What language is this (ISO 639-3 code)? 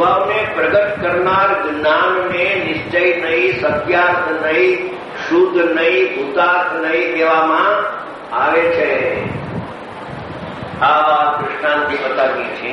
guj